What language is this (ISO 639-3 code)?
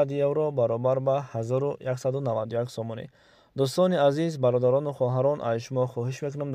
tgk